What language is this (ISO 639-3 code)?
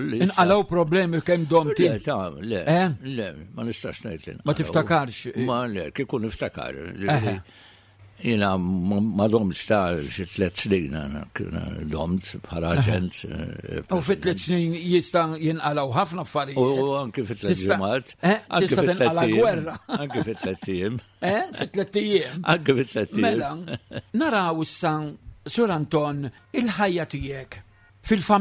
mlt